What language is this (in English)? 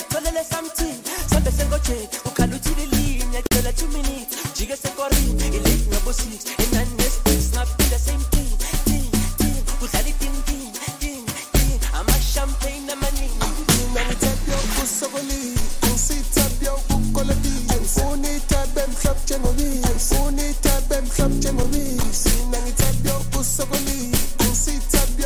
Swahili